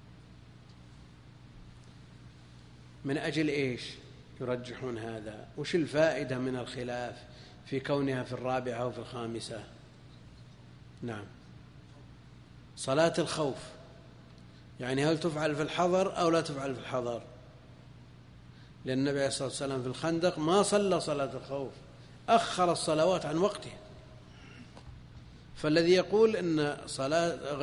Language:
Arabic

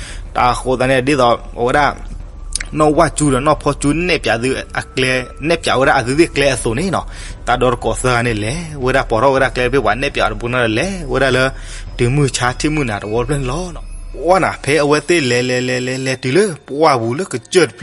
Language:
S'gaw Karen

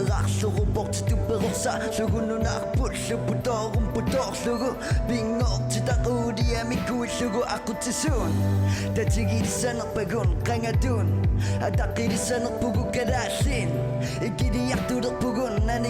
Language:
Kalaallisut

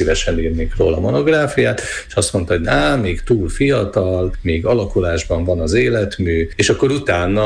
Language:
Hungarian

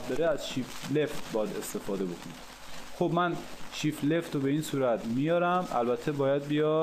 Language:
Persian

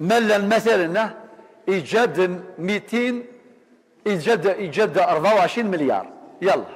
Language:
Kabyle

